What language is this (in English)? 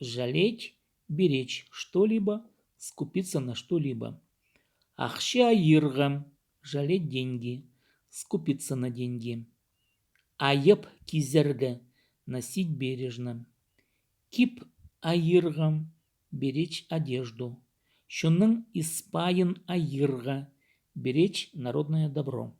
Khakas